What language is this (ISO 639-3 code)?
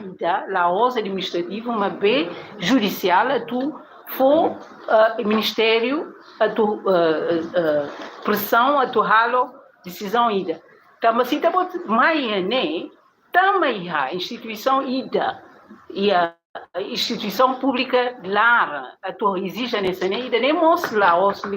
tet